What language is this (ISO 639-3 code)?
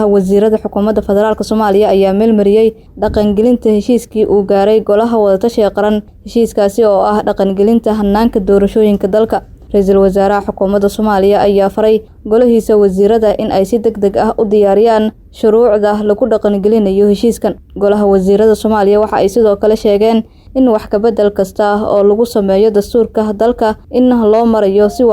som